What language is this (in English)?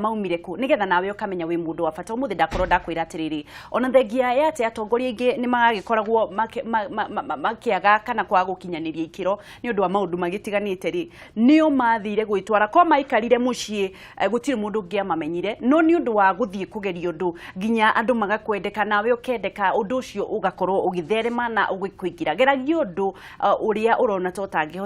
Kikuyu